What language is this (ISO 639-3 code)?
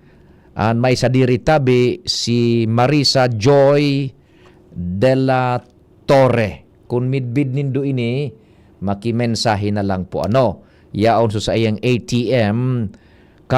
bik